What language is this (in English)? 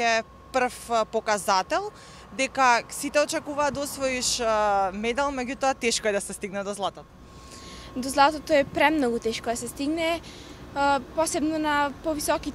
Macedonian